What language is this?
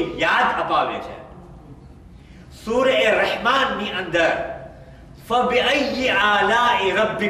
Gujarati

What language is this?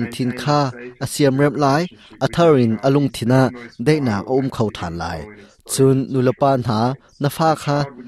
Hakha Chin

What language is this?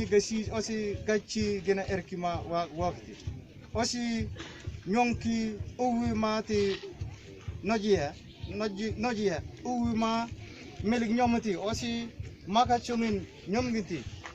Mabaan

